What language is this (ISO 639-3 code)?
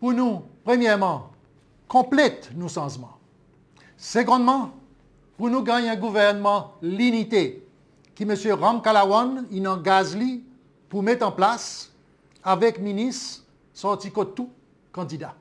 crs